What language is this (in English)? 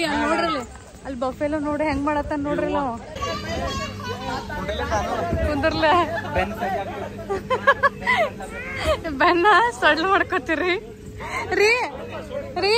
Kannada